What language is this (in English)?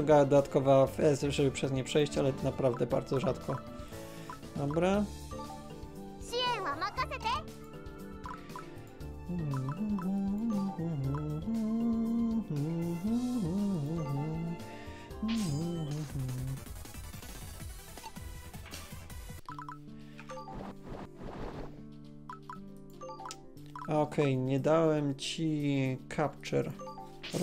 Polish